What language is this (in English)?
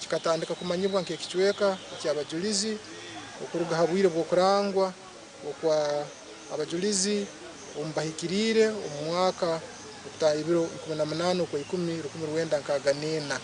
Nyankole